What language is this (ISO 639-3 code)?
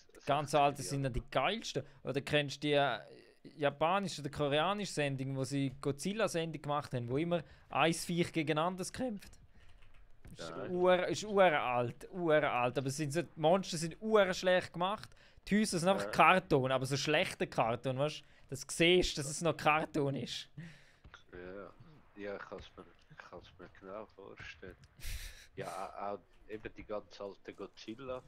gsw